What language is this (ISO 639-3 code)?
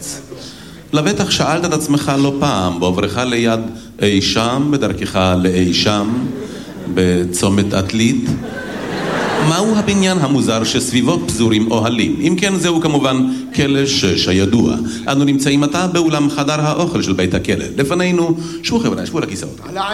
heb